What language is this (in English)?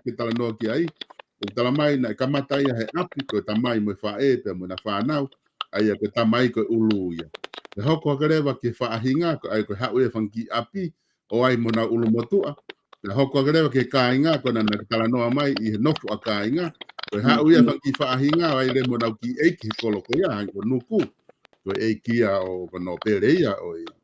Tongan